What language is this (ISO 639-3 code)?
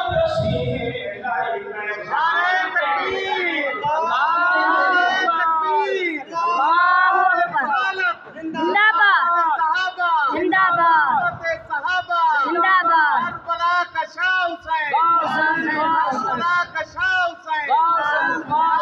skr